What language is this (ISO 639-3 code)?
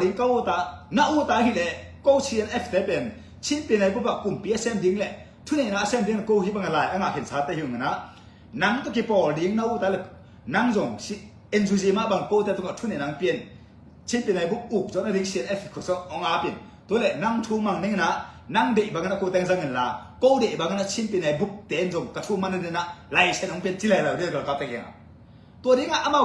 ctd